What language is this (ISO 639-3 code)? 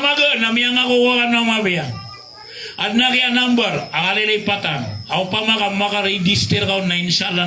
mrw